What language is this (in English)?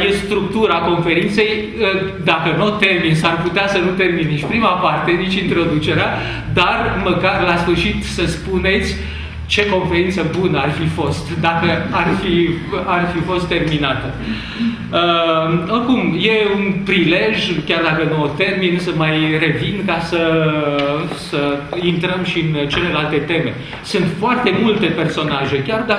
Romanian